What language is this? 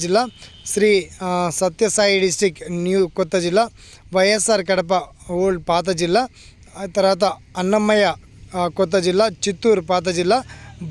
Telugu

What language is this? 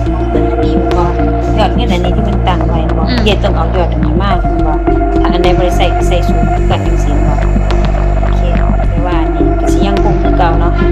Lao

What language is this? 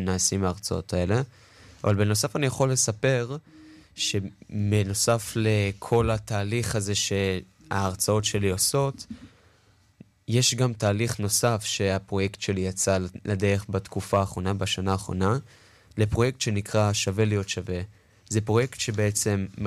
Hebrew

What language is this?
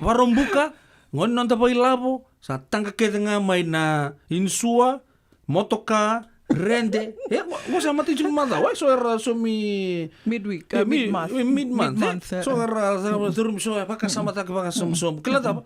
Fijian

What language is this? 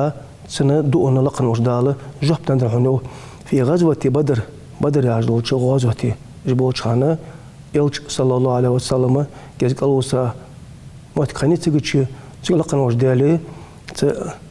Ingush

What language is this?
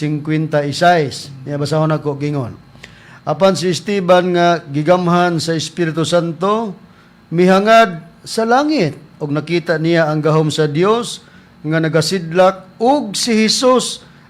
Cebuano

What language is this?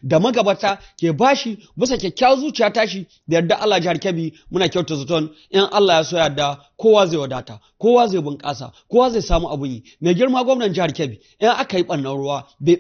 Hausa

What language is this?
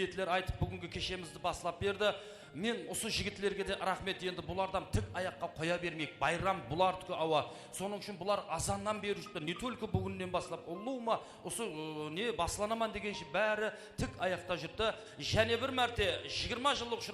Kara-Kalpak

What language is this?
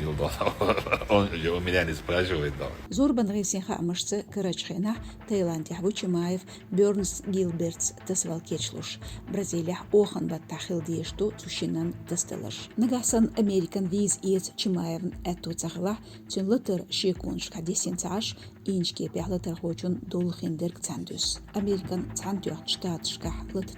Chechen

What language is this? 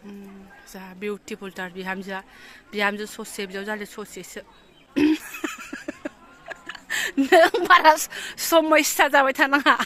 Bodo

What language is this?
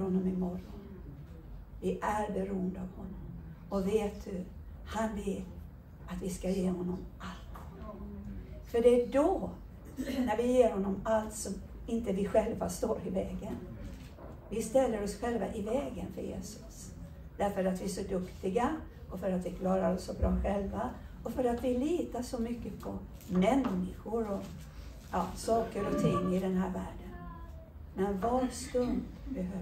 Swedish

